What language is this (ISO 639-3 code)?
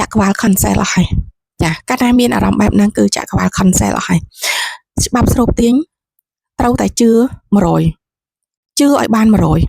khm